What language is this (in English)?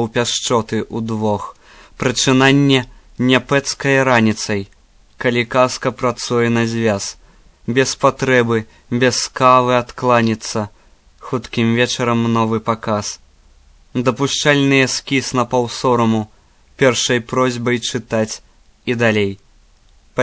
Belarusian